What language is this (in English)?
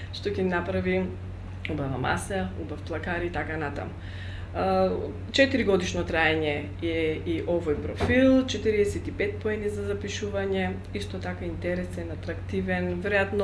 Macedonian